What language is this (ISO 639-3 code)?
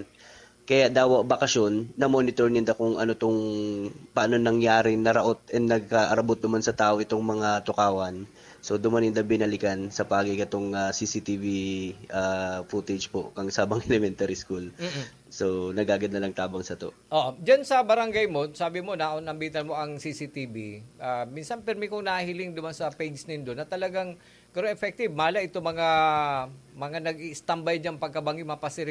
bik